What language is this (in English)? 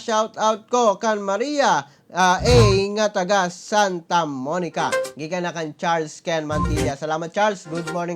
Cebuano